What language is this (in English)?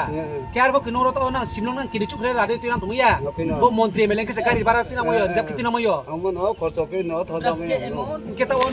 Riang (India)